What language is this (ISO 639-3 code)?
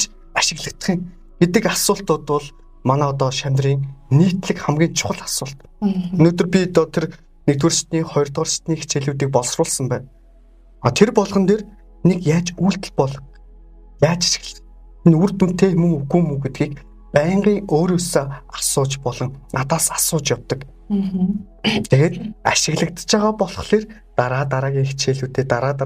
mon